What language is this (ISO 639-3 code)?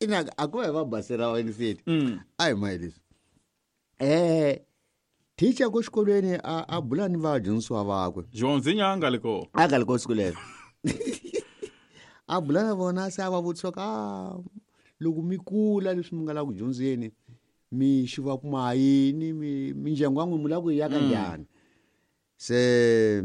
tso